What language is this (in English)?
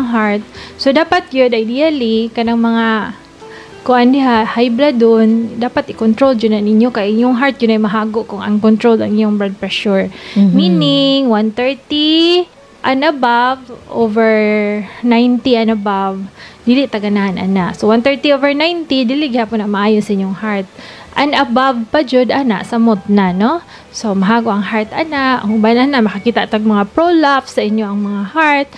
Cebuano